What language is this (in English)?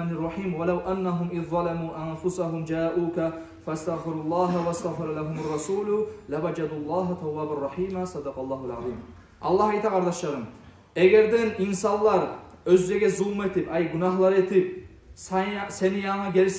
Kumyk